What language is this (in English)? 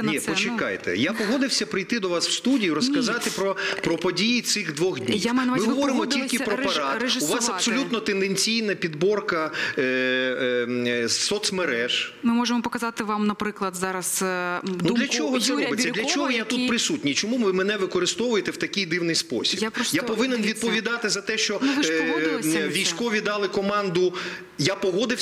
Ukrainian